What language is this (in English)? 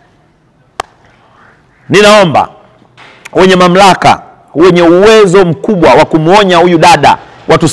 Swahili